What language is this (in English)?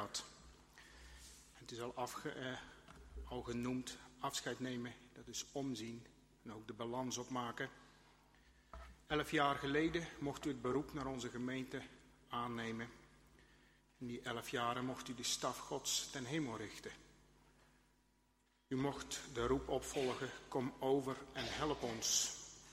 Dutch